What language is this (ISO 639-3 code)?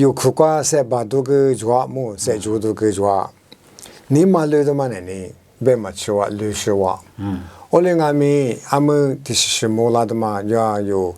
lis